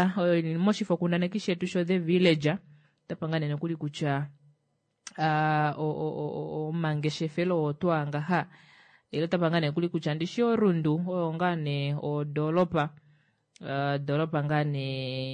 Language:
Kuanyama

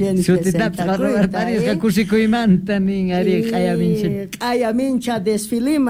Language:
South Bolivian Quechua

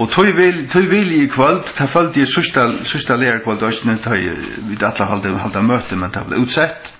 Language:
Faroese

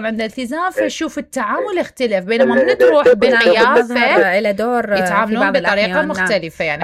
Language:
Mesopotamian Arabic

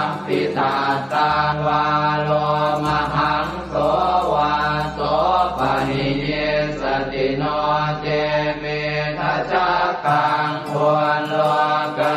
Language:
Pali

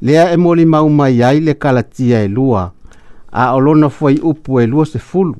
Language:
Samoan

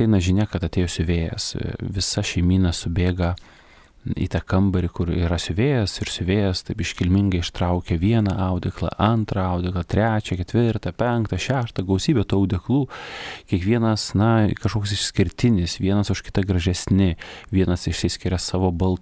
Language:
Lithuanian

